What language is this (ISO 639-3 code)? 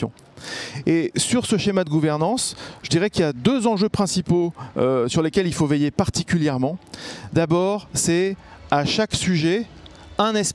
fra